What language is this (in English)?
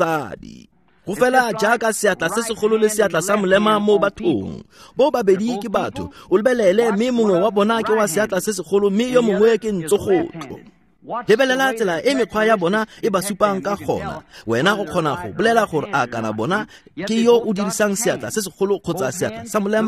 Tswana